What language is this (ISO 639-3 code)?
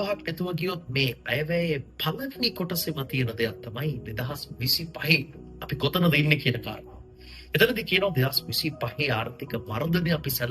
sin